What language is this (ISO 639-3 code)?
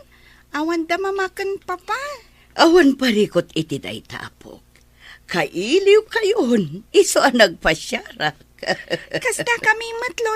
ilo